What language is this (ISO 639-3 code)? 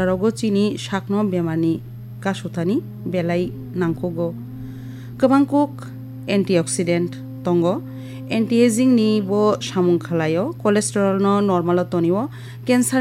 trp